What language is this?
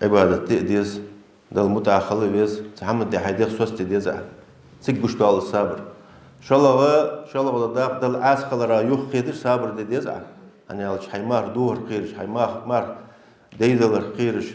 Ingush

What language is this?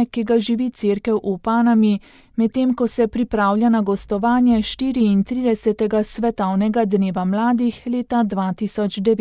Slovenian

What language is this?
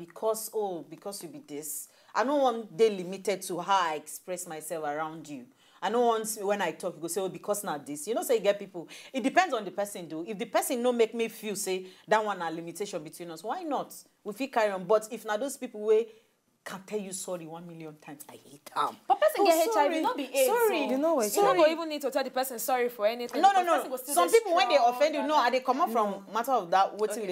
Nigerian Pidgin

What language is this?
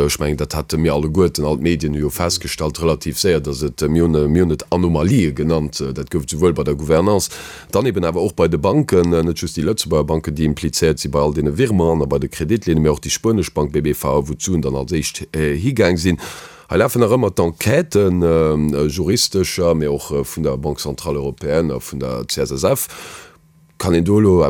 Luxembourgish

